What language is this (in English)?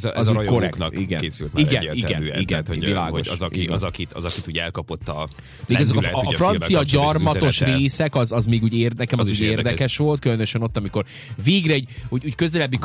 Hungarian